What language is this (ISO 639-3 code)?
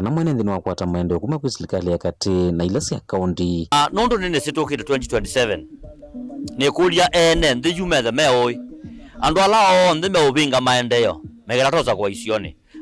kam